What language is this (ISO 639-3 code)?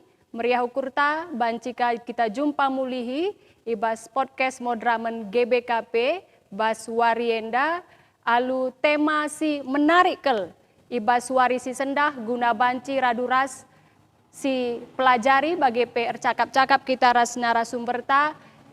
btx